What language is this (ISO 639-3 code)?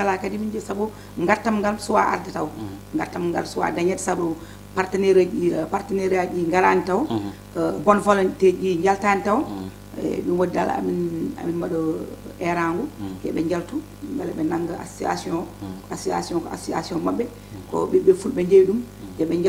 ful